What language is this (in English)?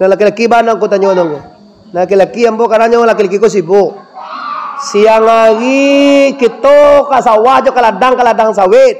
Minangkabau